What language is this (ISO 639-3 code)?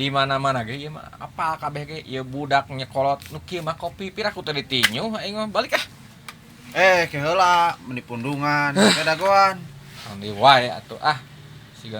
sun